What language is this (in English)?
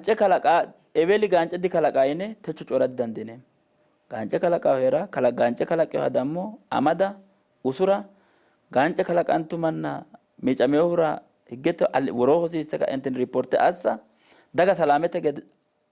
Sidamo